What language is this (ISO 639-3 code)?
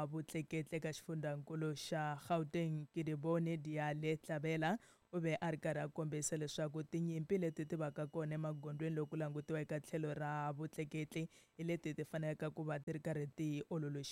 tso